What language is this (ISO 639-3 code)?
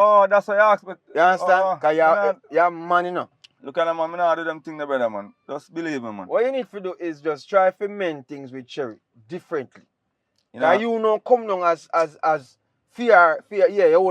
jam